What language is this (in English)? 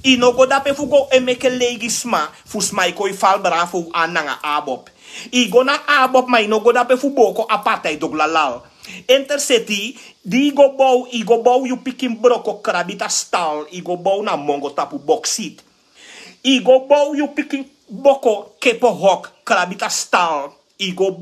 Sranan Tongo